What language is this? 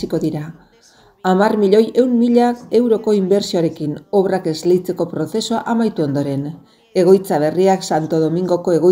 Basque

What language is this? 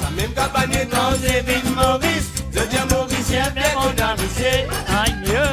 Morisyen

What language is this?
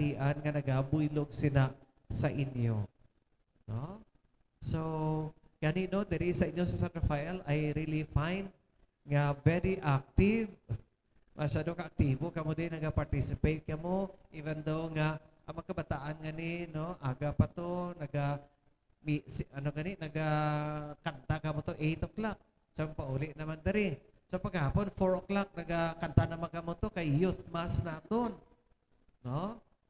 Hiligaynon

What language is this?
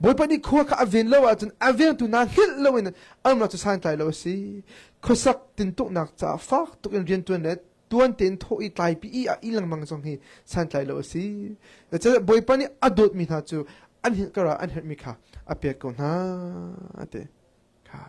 Hakha Chin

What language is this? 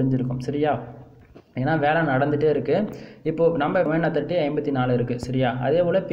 Tamil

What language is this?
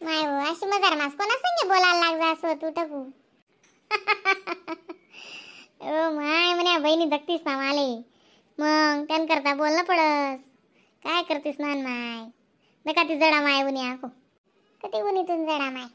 Khandesi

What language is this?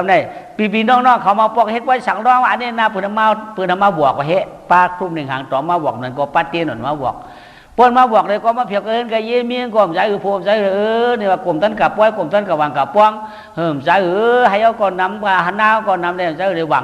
Shan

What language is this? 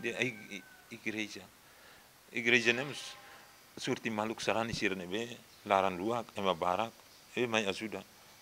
Tetum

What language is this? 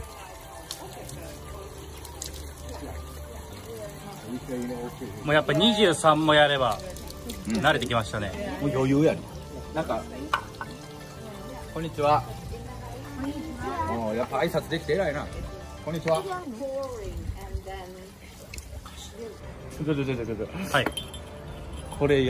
Japanese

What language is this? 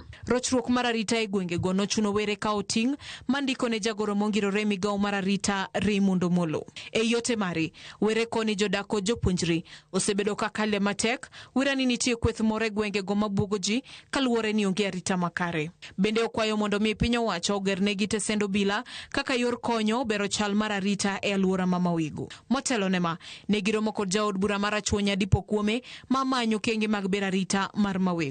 Luo (Kenya and Tanzania)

